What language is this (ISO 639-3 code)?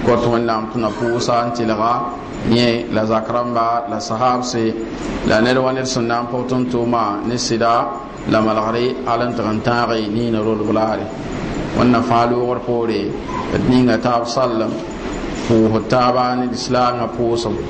mos